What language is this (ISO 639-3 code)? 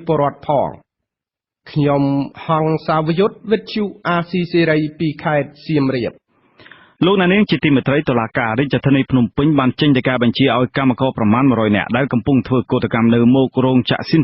khm